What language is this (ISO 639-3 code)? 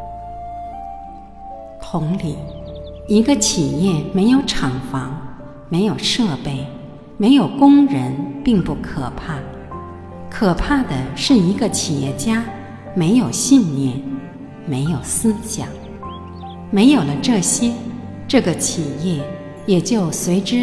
zho